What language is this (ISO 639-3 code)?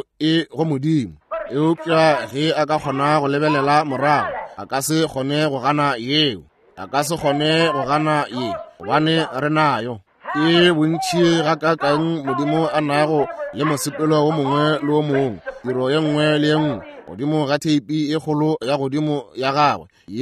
nso